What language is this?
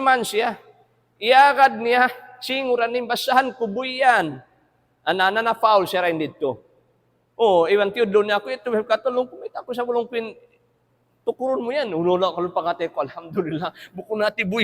Tausug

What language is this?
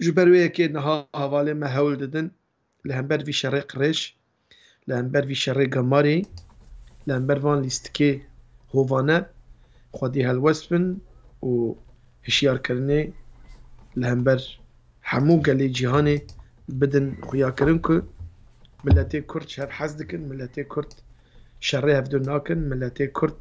Kurdish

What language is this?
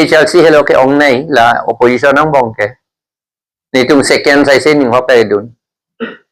Karbi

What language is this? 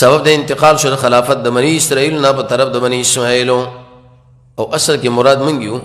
Pashto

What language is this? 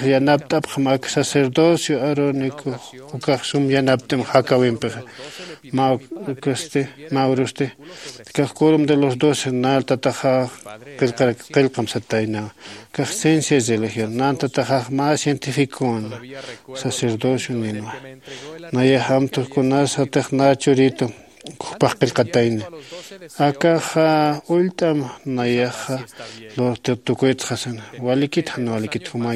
Aymara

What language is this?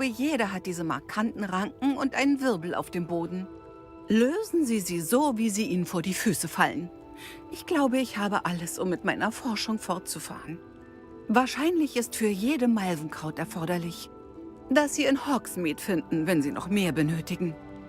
Bavarian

